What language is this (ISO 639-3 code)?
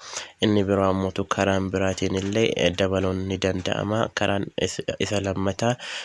orm